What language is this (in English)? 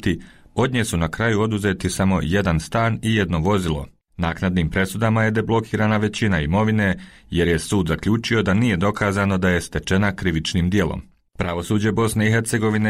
Bosnian